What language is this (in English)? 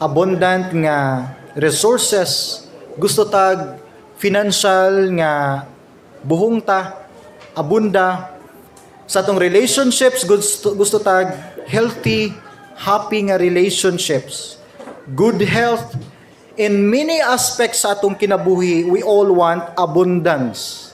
Cebuano